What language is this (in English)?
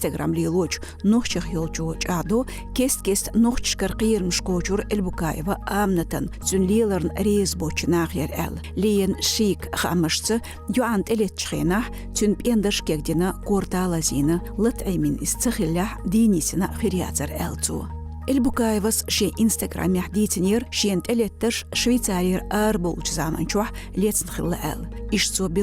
Chechen